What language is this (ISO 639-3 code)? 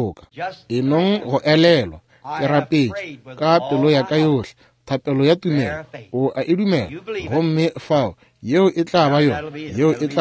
nso